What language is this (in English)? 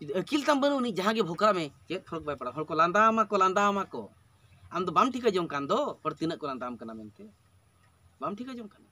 Santali